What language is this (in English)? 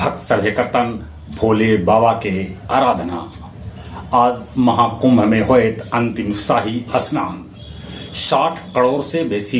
Magahi